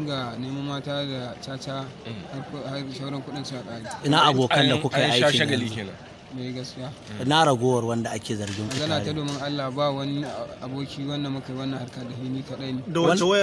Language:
Hausa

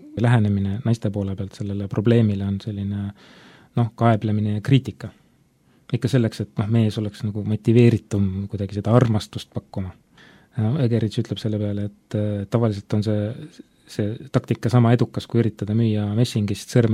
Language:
Estonian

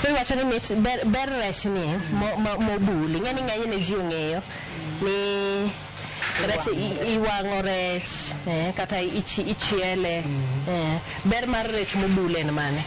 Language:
Luo (Kenya and Tanzania)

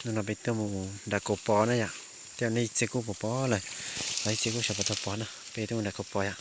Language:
Hmong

